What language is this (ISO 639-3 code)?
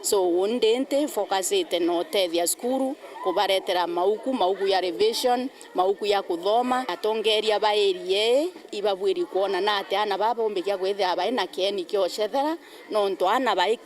mer